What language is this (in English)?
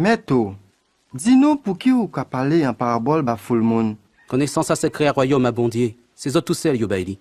Guadeloupean Creole French